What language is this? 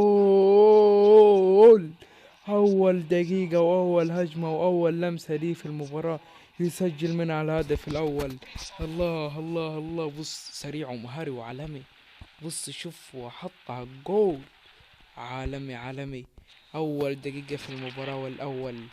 Egyptian Arabic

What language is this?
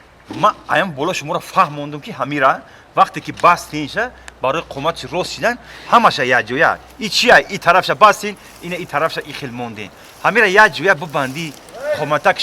Tajik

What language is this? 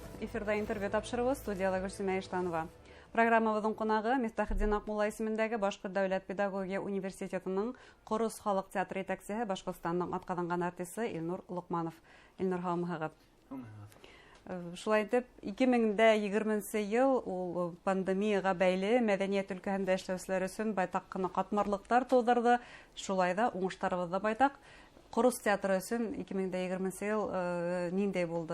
Bashkir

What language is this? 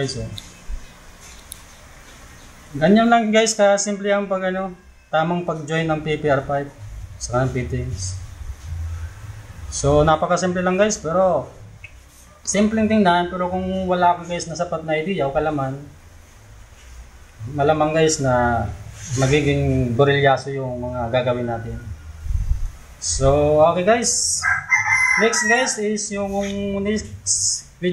Filipino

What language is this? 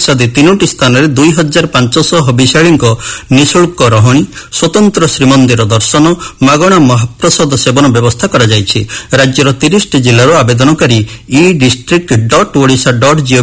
Odia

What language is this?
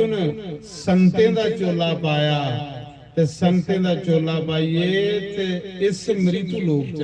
Dogri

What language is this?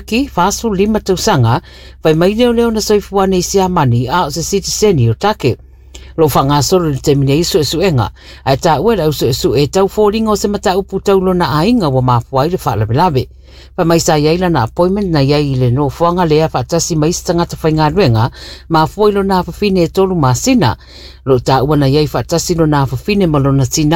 Samoan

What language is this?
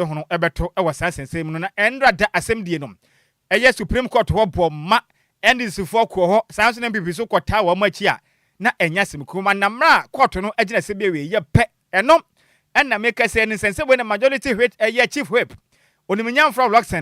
Akan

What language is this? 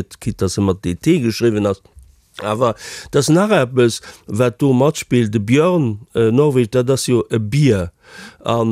Luxembourgish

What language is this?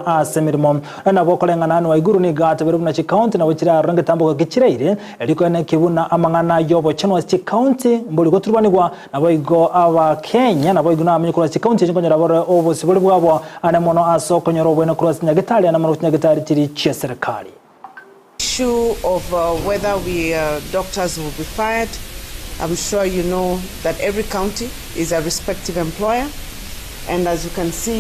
Gusii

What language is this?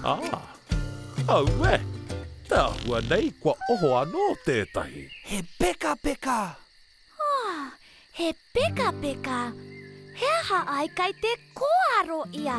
Māori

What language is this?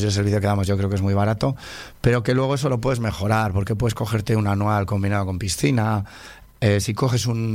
Spanish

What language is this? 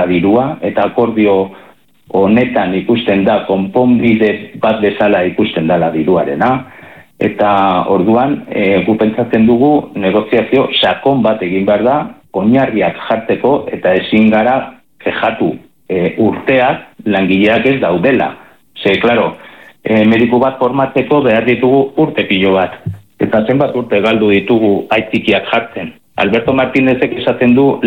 Basque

